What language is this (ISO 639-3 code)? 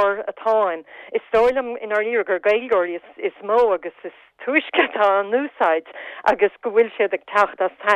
gle